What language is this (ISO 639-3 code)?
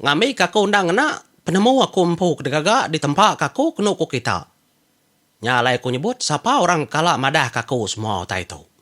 iba